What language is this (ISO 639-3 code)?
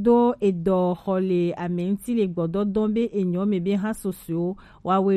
gej